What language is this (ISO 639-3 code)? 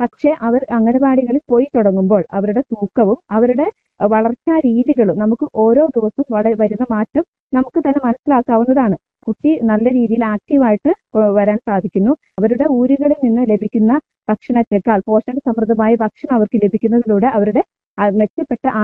mal